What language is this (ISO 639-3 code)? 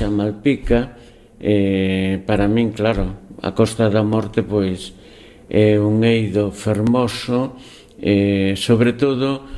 glg